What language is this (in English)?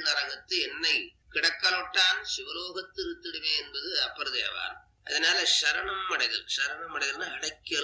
Tamil